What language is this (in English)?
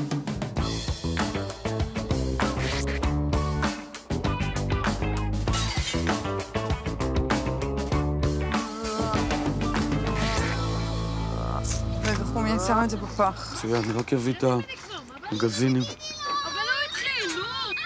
Hebrew